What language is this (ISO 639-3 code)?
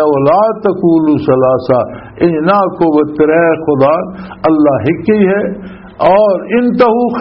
lah